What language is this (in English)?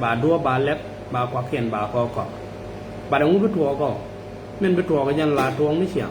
Nuer